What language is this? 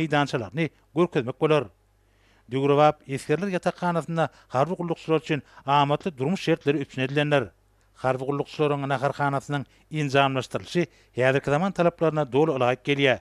Turkmen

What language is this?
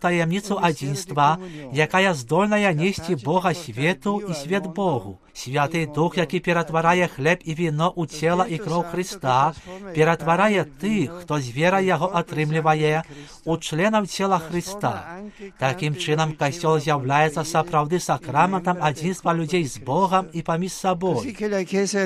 Belarusian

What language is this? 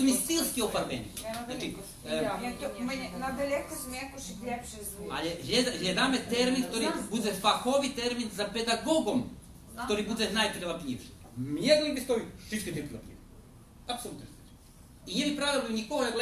Rusyn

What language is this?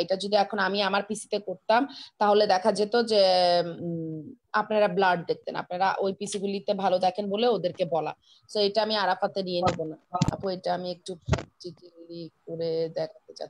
Bangla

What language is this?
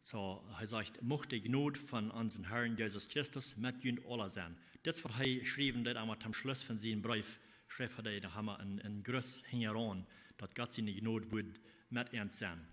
Plautdietsch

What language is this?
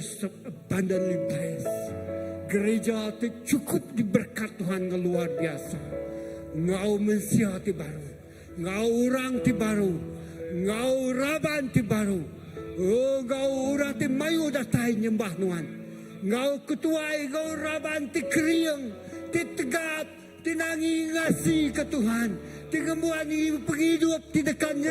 Iban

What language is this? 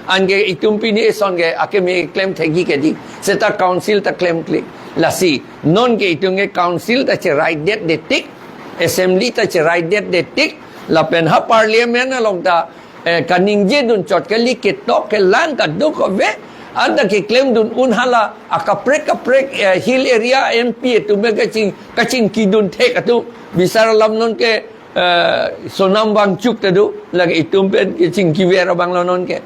Karbi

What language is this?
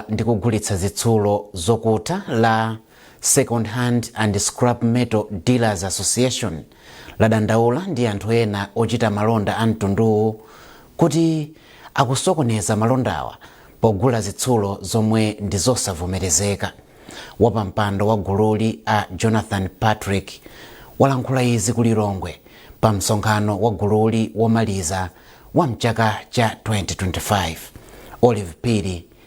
Nyanja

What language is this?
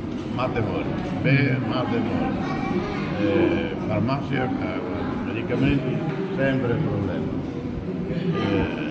Tetum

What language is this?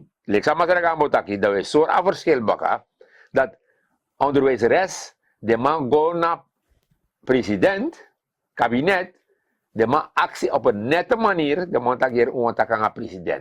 Sranan Tongo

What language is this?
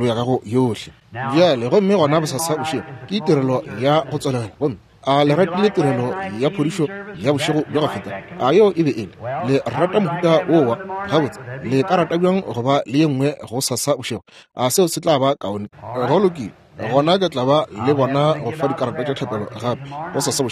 Northern Sotho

